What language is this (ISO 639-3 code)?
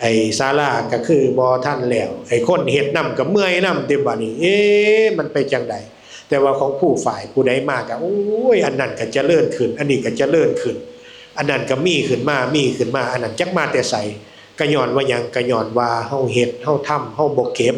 tts